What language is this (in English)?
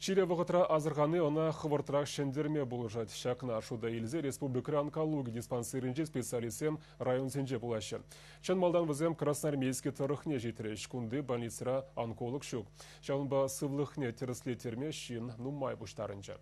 Chuvash